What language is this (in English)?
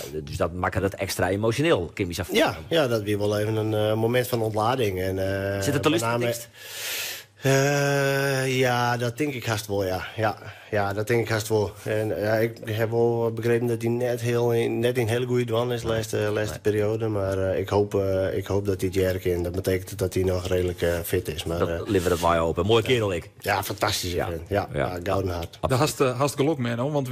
Western Frisian